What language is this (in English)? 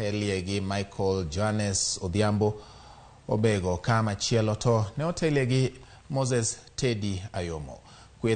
Luo (Kenya and Tanzania)